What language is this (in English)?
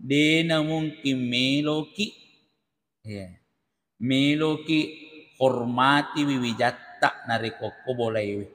Buginese